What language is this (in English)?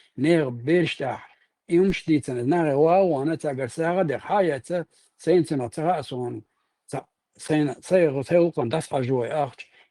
Chechen